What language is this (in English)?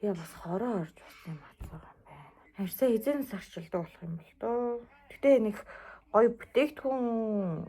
Mongolian